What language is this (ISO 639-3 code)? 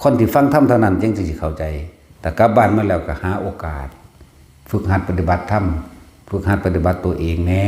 tts